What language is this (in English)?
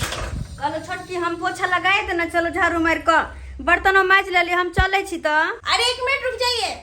Maithili